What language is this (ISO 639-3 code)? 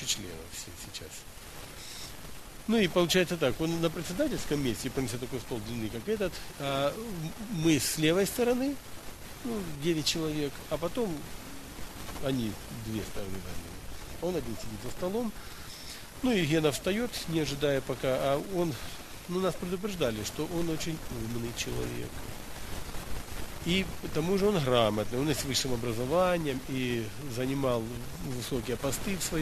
rus